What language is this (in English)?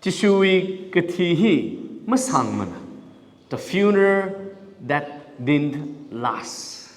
Tangkhul Naga (India)